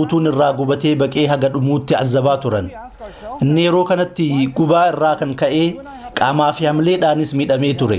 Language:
Oromo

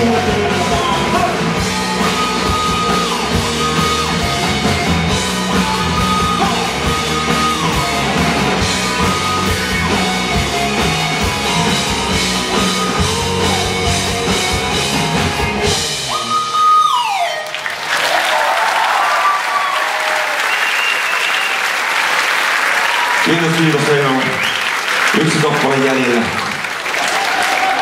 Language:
Finnish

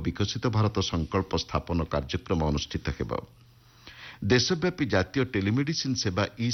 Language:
Odia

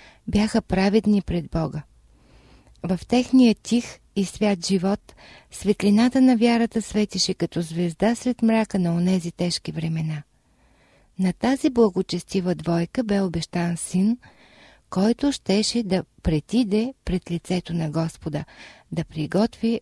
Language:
Bulgarian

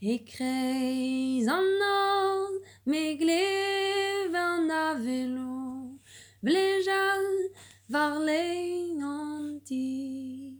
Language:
Breton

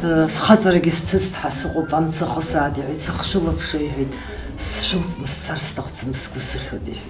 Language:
Abkhazian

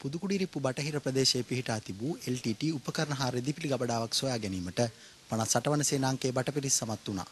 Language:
Sinhala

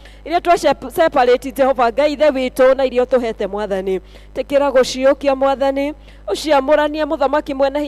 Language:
Kikuyu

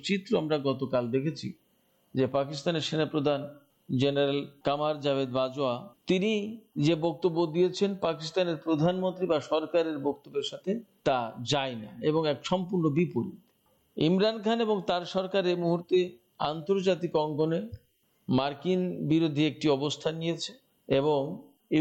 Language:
Bangla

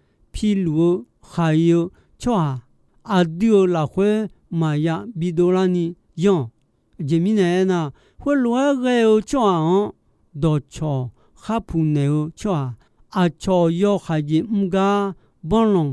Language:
Akha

